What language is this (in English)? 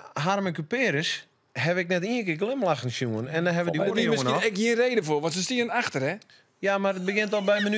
Western Frisian